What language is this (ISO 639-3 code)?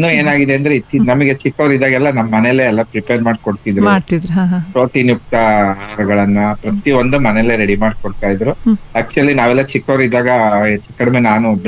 kan